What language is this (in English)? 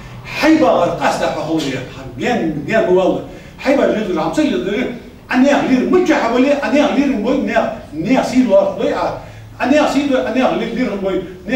Ingush